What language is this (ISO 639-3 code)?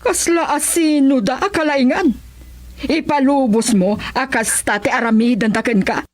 ilo